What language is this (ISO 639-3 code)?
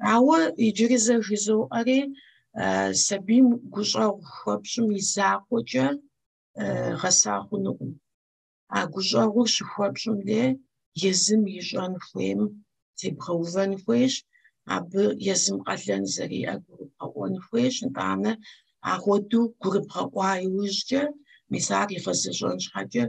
kbd